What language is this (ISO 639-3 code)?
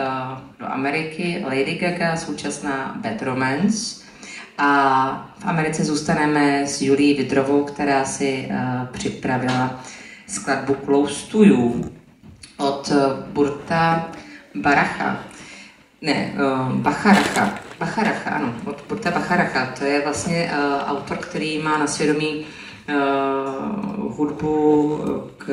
ces